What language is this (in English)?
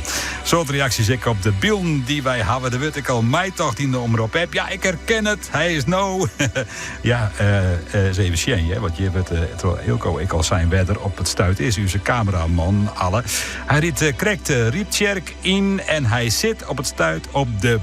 Western Frisian